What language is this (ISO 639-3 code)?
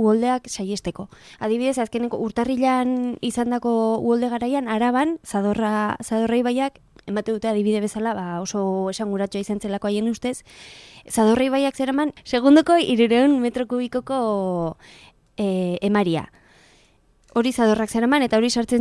eus